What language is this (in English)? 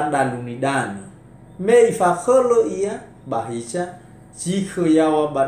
Nias